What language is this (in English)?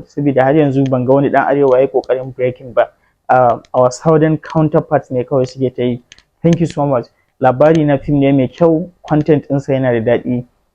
Hausa